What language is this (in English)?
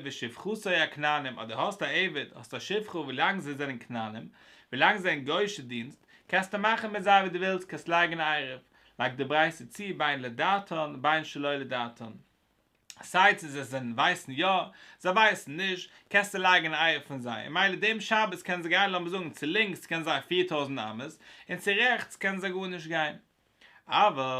Yiddish